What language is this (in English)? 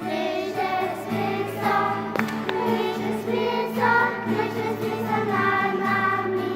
Upper Sorbian